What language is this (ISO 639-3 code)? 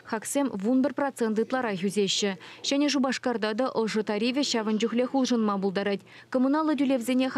chv